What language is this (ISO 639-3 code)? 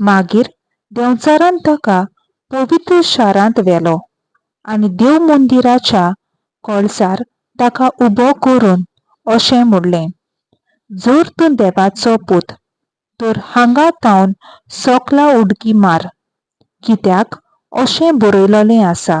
kok